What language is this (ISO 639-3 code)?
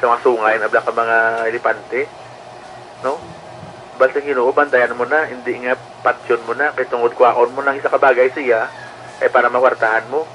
hil